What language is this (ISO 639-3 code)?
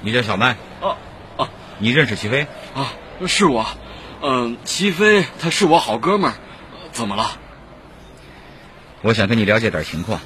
zho